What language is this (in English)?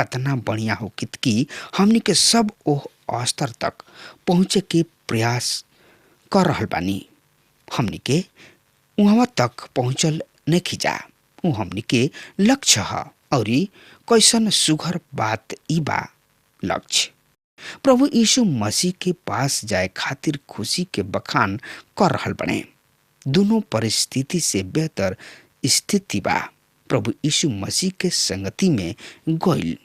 Bhojpuri